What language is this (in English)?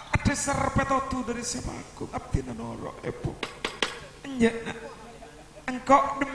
Madurese